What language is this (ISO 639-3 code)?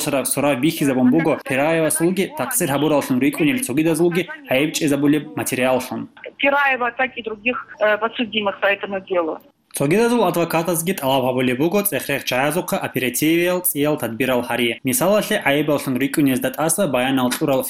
ava